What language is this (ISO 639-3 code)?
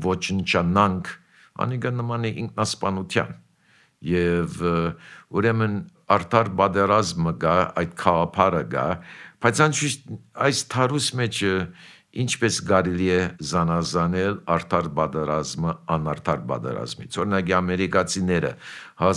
hye